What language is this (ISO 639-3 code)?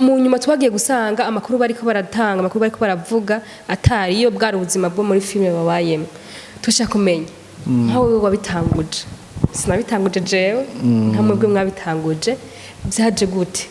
run